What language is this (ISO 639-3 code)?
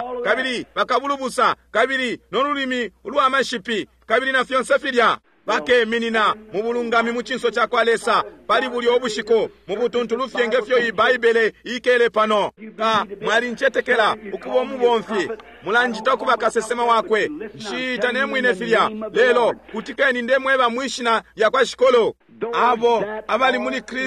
bem